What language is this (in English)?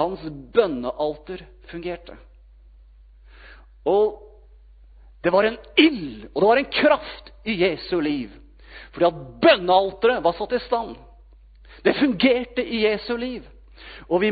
Norwegian